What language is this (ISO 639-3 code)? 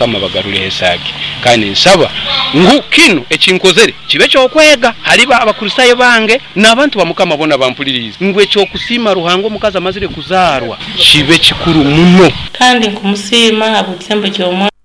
nyo